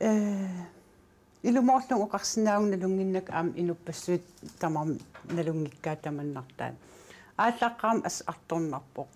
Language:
Kalaallisut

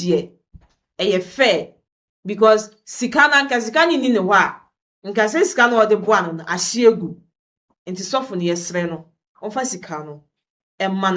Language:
Akan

